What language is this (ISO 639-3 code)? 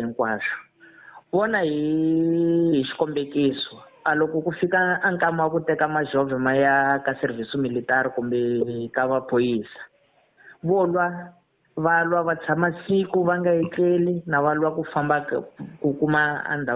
tso